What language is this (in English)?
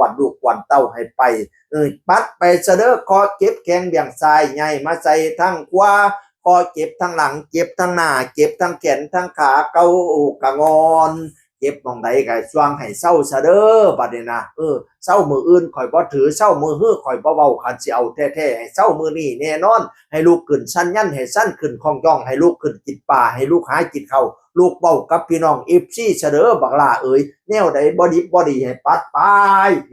Northeastern Thai